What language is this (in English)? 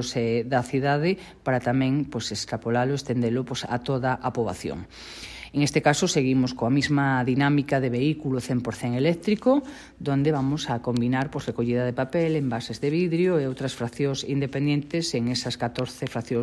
Galician